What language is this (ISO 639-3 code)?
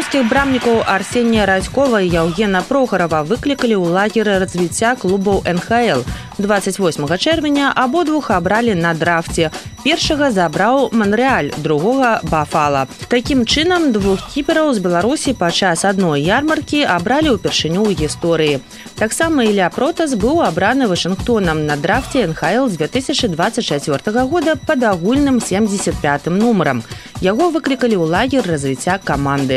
bel